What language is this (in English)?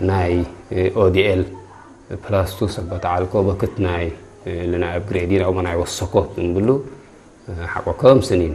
Tigre